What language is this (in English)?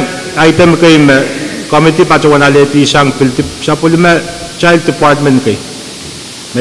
Pohnpeian